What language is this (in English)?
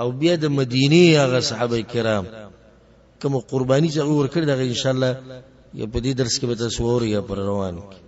Pashto